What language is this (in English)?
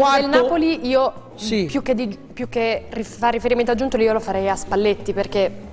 Italian